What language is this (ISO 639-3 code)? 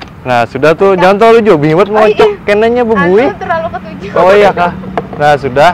bjn